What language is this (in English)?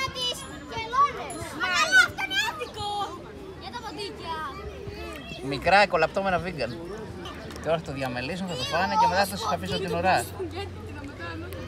Greek